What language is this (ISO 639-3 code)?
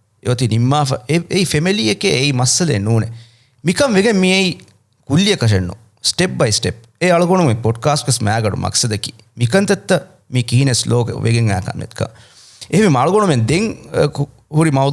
div